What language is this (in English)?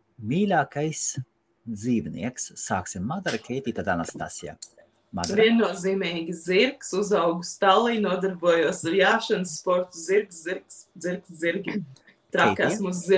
Latvian